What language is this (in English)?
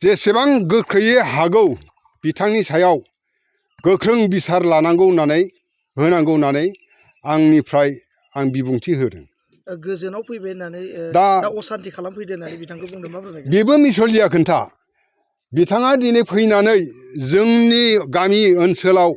Bodo